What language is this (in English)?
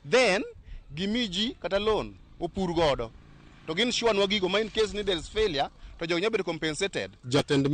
Luo (Kenya and Tanzania)